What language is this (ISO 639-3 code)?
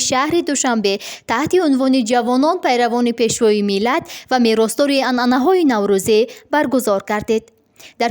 tgk